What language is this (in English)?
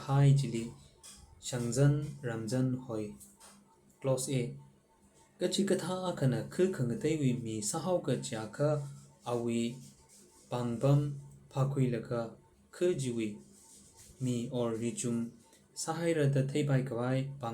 Tangkhul Naga (India)